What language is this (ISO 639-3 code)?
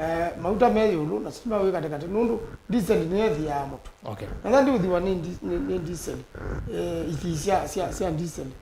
kam